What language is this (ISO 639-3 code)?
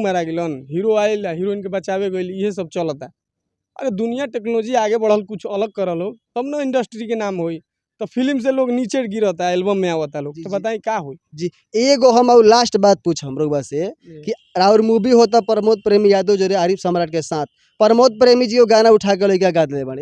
bho